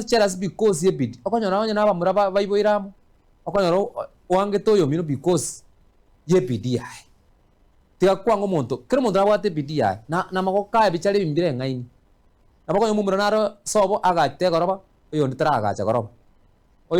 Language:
Gusii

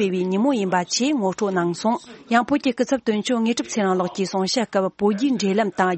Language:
Tibetan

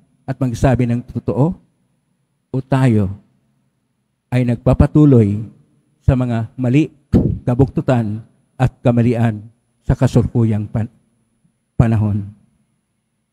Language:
Filipino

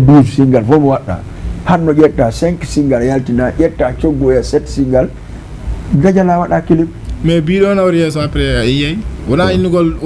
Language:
Fula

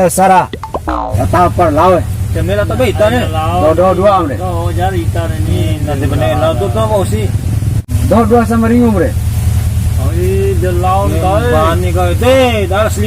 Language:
Bima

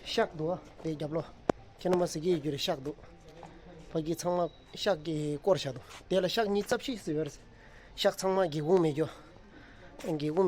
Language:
Tibetan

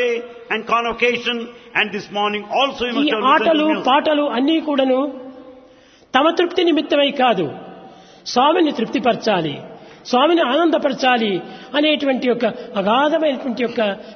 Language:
Telugu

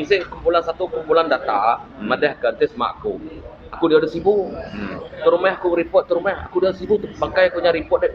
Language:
Iban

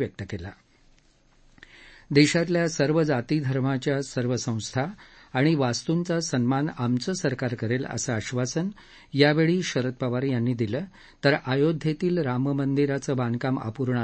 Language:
Marathi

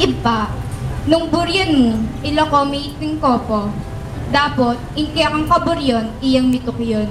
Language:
Pampanga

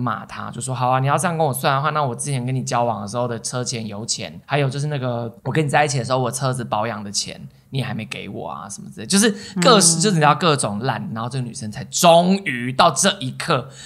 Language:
Chinese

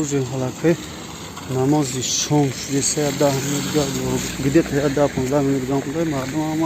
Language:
Tajik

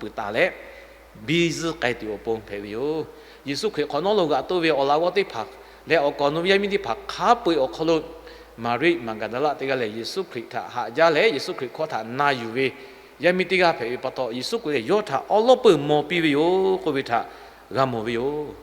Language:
Lahu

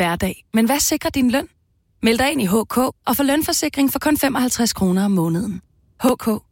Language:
Danish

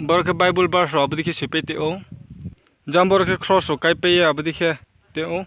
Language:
Riang (India)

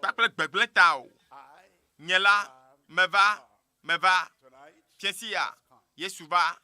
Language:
Ewe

